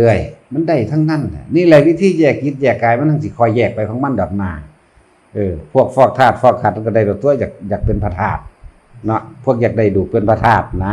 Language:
Northeastern Thai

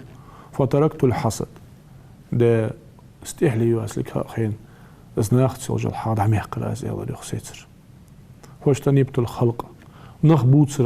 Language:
Ingush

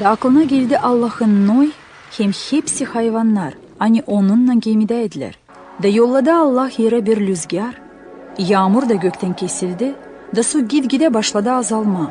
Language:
Gagauz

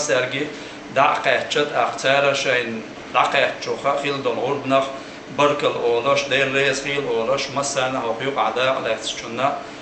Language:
Chechen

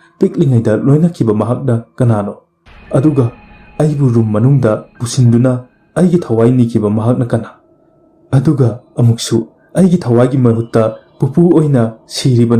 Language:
Manipuri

